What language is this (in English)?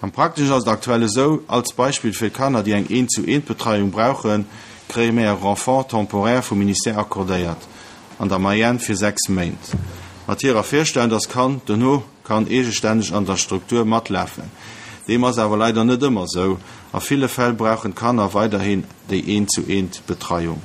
Luxembourgish